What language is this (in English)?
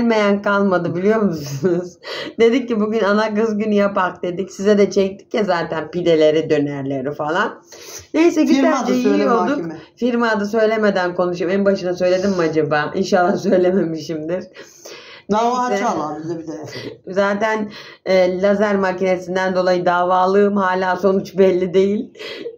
Turkish